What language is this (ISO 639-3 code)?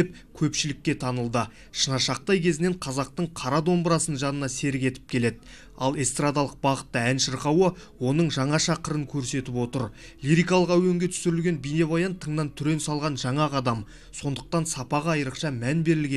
kaz